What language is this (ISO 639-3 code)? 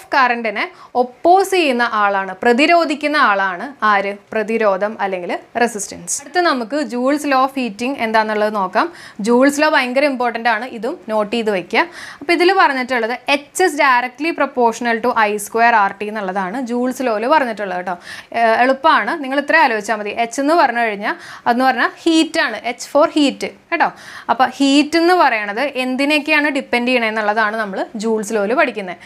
mal